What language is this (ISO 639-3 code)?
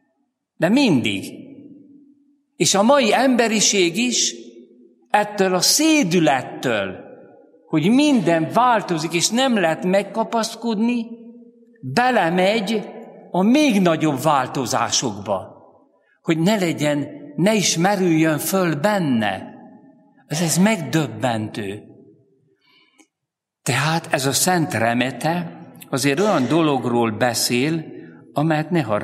hun